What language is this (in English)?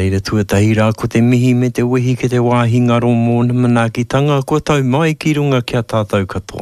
Māori